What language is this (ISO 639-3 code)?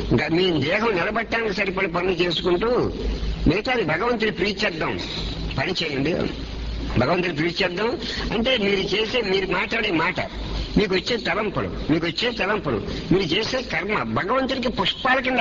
tel